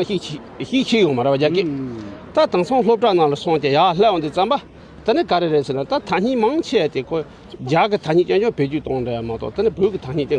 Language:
Tibetan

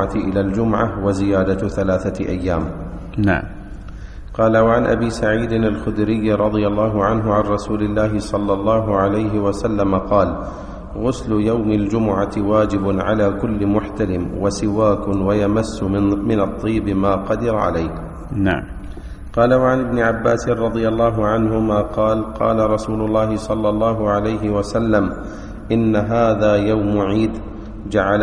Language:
Arabic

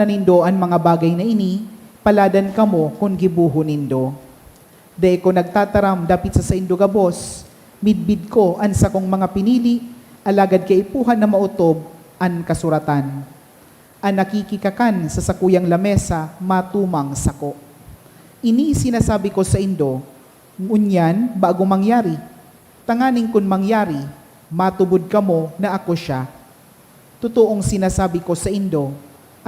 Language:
Bikol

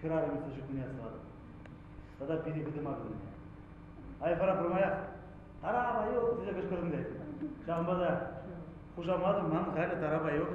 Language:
Chuvash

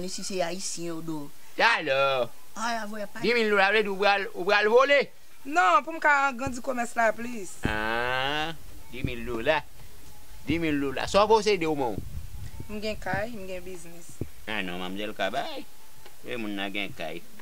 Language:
Haitian Creole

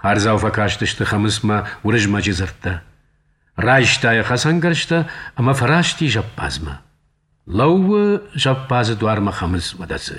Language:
Ossetic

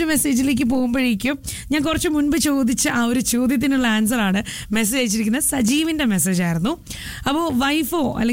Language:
Malayalam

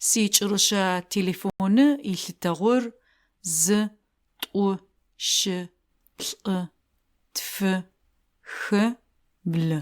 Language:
Adyghe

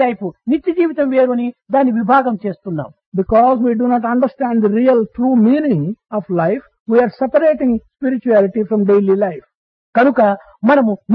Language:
Telugu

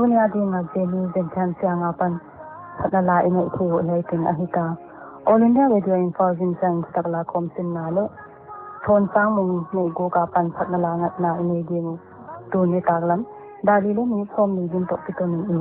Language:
Paite Chin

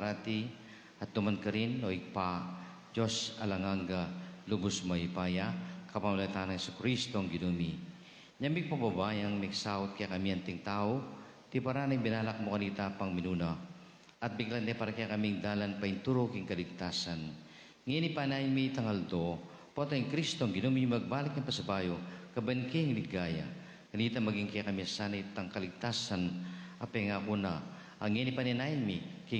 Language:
Pampanga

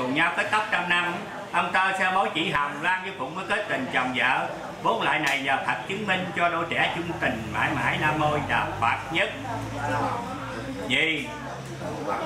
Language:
Vietnamese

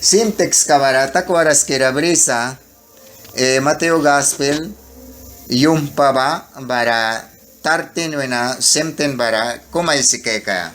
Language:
Mískito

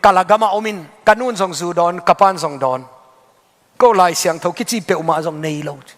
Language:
Tedim Chin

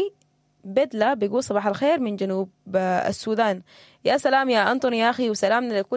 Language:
Sudanese Arabic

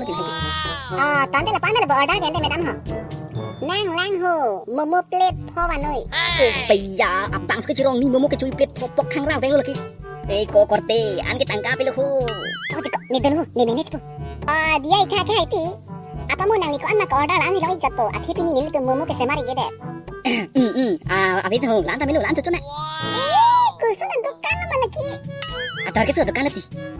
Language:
Karbi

